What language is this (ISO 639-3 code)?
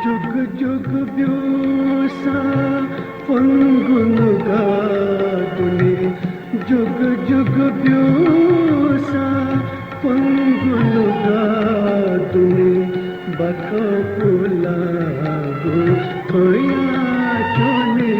new